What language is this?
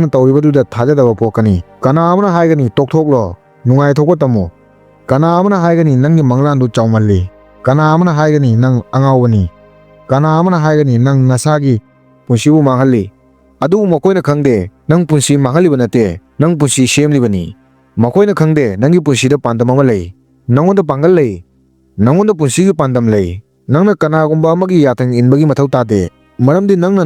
Manipuri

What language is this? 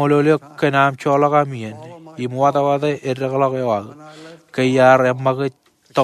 Marshallese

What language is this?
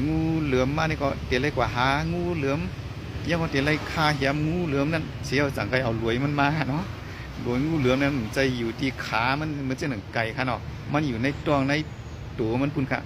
Shan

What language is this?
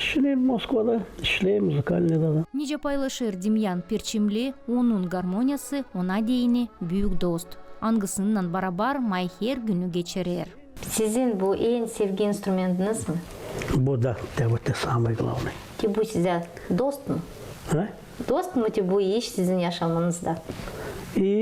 Gagauz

